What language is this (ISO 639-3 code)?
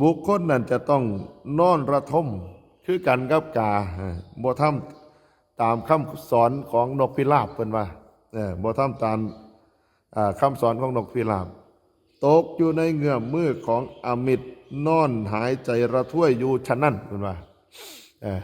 tts